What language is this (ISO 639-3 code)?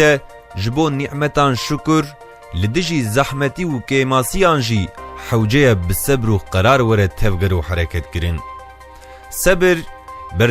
kur